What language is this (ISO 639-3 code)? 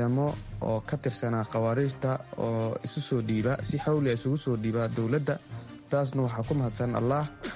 som